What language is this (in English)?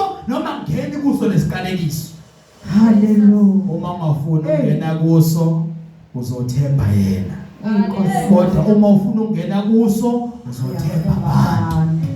Zulu